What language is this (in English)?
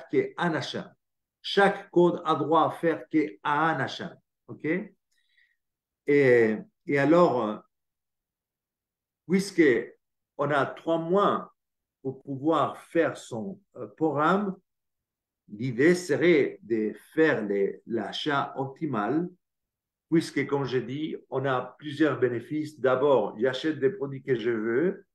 French